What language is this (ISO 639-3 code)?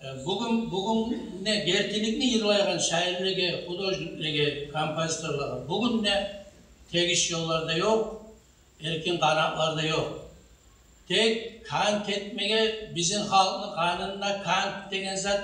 kum